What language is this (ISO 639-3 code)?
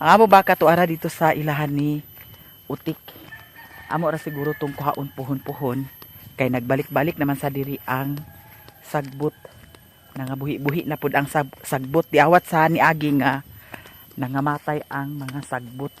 ceb